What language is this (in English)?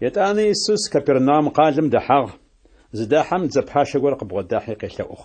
Adyghe